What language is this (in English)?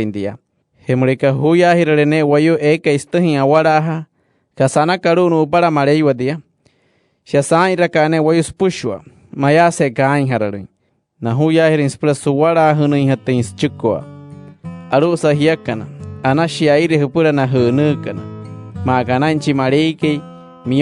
Wayuu